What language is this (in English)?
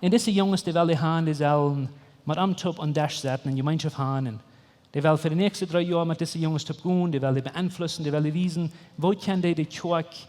Plautdietsch